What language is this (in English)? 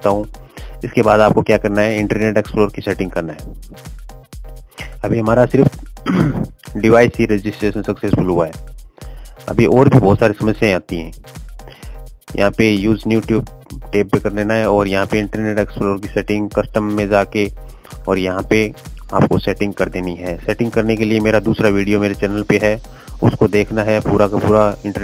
Hindi